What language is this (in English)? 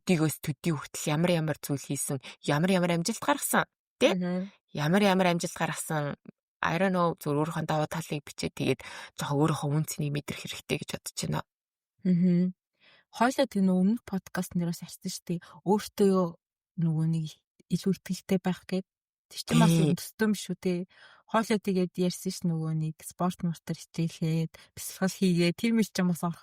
Mongolian